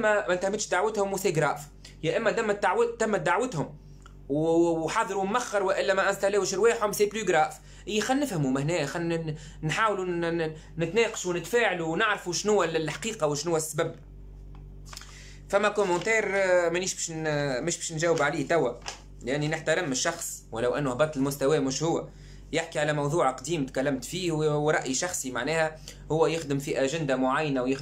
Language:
Tunisian Arabic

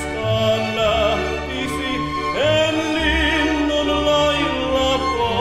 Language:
Finnish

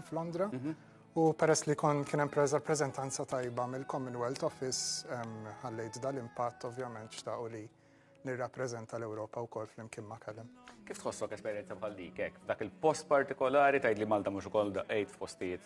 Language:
Maltese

